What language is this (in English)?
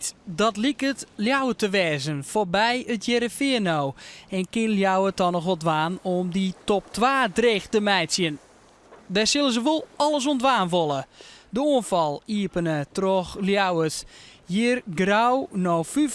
Western Frisian